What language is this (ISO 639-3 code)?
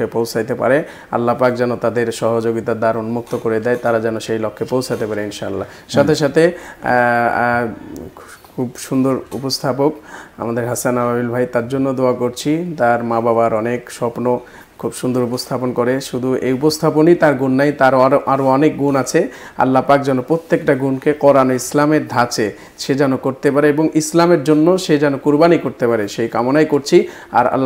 ben